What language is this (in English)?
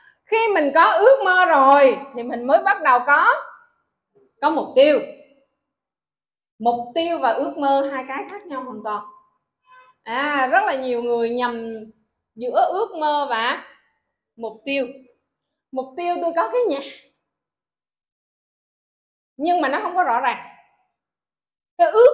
Vietnamese